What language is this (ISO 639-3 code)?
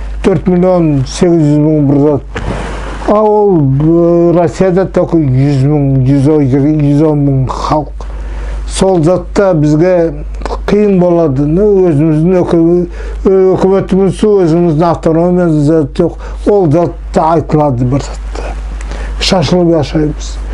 nog